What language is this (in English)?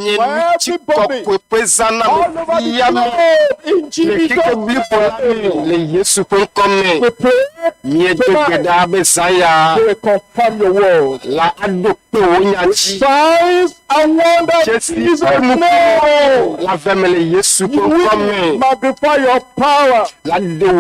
Ewe